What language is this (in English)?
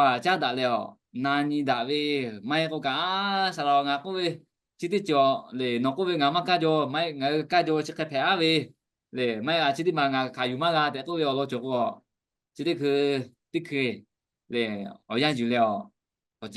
Lahu